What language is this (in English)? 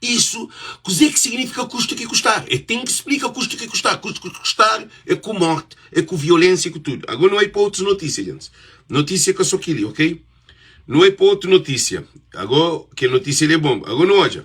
Kabuverdianu